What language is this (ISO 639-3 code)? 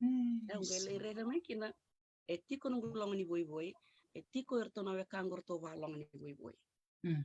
fij